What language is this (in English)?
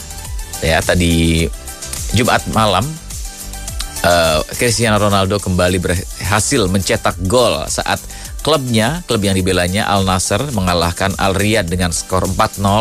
Indonesian